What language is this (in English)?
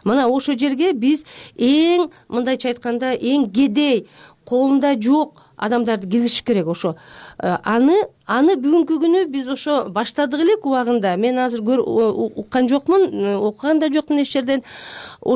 Kyrgyz